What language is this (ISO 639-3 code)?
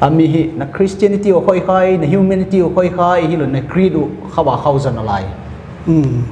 pck